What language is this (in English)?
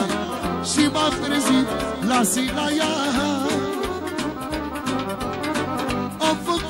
Romanian